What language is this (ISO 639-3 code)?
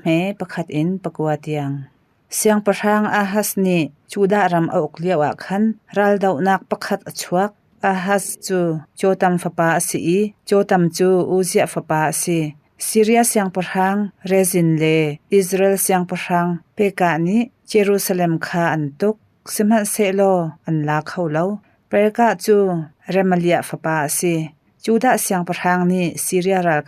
cnh